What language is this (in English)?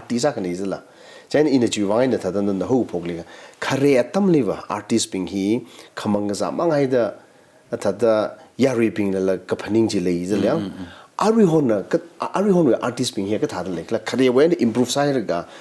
Tangkhul Naga (India)